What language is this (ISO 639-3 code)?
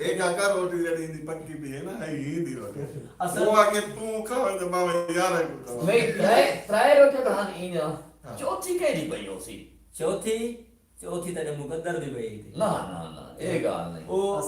skr